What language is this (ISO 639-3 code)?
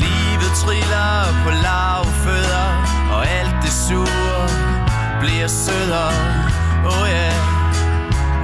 dan